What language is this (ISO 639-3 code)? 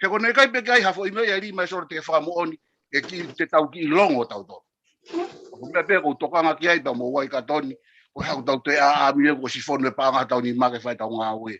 ton